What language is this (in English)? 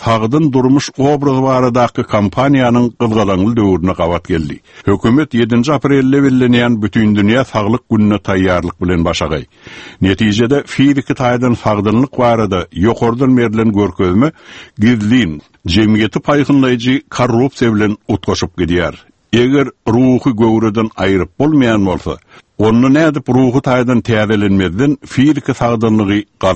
Turkmen